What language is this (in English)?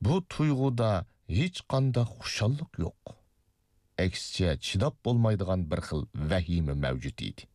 Uyghur